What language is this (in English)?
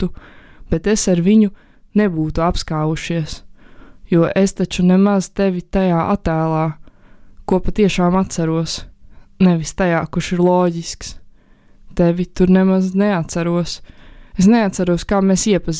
Latvian